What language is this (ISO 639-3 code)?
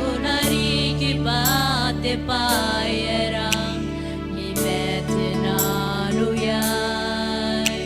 gil